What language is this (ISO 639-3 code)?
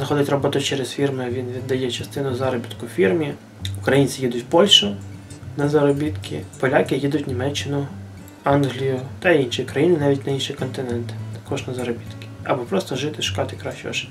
ukr